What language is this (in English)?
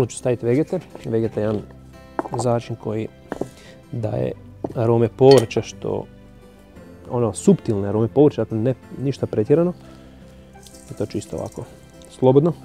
Croatian